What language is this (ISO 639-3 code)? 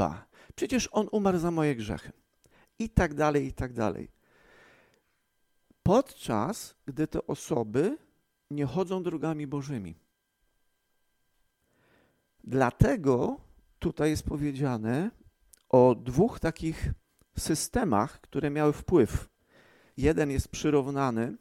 pol